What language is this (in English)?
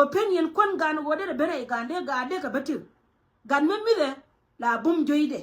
Nuer